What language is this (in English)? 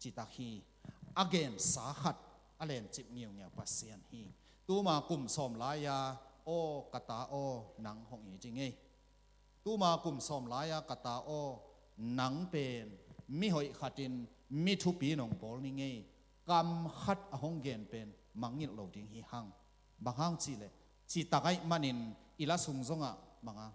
Tedim Chin